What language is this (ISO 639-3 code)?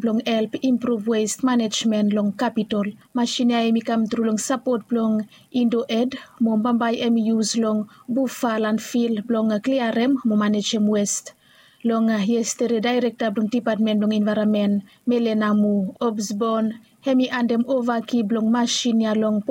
bis